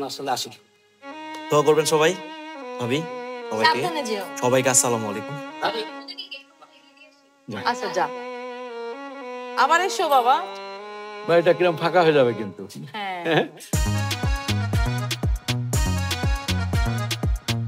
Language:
Bangla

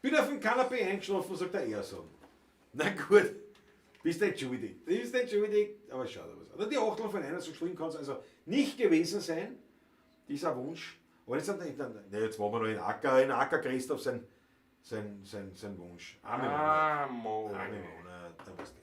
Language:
Bavarian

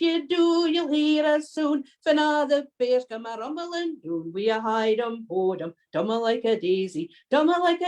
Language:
Scots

